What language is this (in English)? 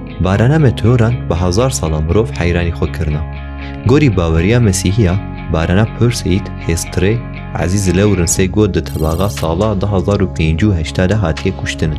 Kurdish